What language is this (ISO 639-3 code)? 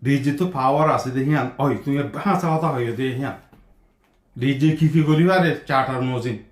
rhg